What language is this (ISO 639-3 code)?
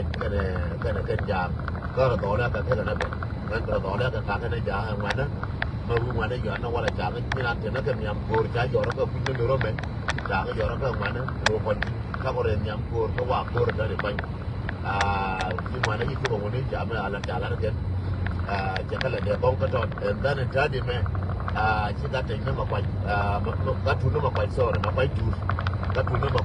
nus